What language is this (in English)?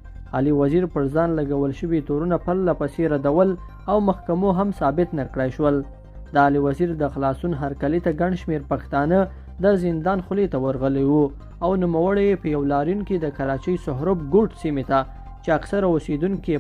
Pashto